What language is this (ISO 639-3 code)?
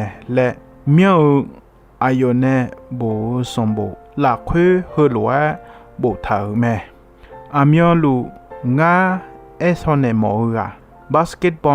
ahk